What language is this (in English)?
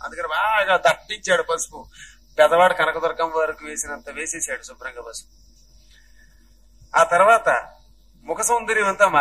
Telugu